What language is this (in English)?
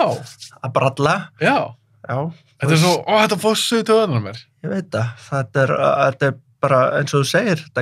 Icelandic